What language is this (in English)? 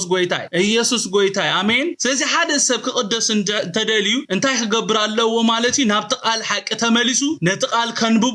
Tigrinya